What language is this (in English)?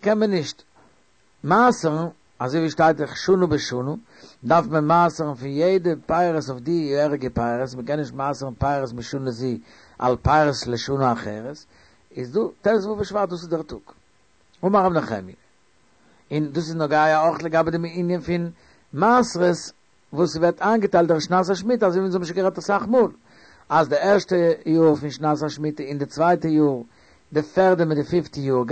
Yiddish